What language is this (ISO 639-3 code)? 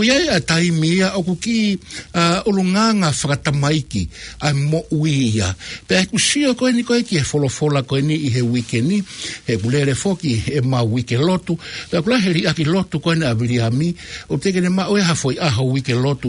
ton